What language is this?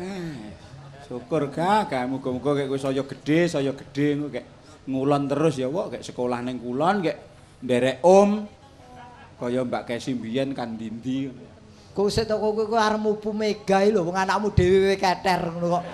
Javanese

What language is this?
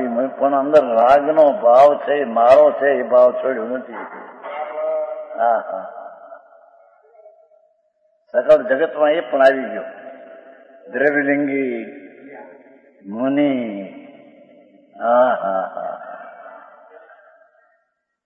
Gujarati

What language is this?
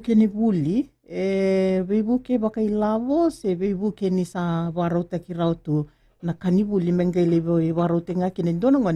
Fijian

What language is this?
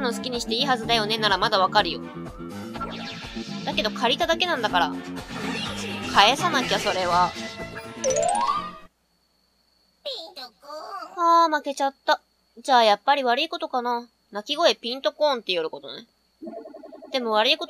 Japanese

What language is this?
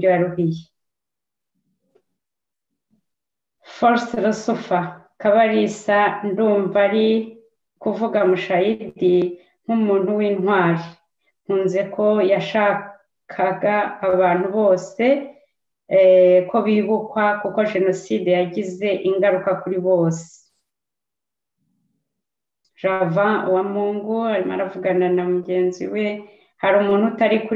Kinyarwanda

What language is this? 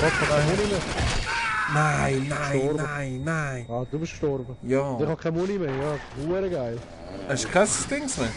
Swiss German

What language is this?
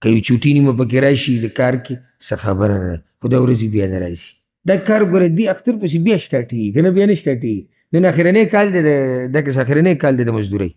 Pashto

